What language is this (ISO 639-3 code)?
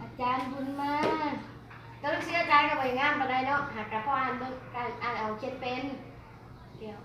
lao